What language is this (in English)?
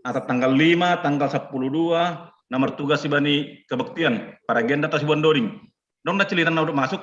Batak Simalungun